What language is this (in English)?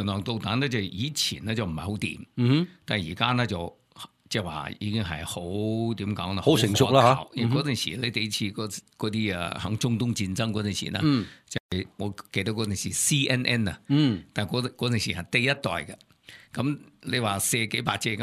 Cantonese